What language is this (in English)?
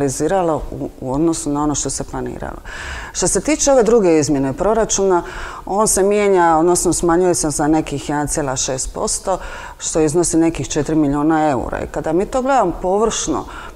Croatian